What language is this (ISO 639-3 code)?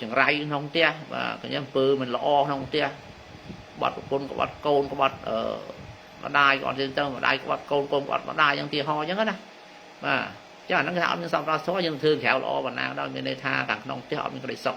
khm